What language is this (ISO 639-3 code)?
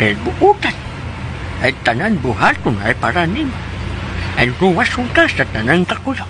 ceb